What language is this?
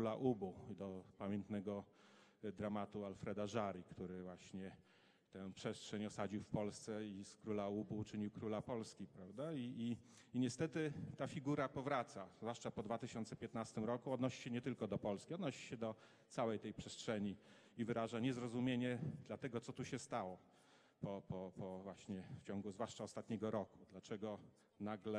Polish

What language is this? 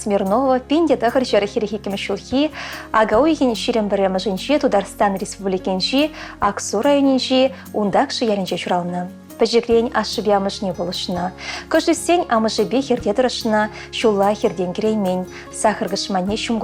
Chuvash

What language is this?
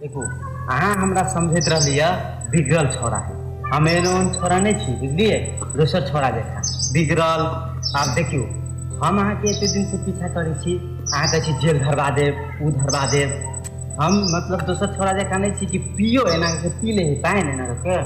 Maithili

